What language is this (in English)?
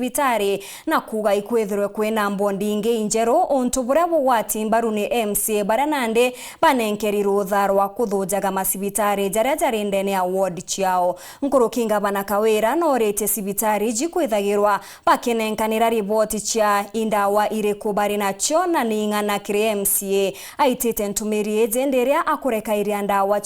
Meru